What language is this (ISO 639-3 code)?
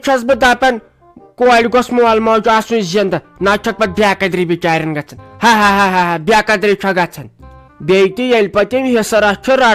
kas